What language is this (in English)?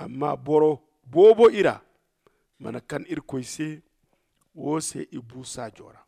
Zarma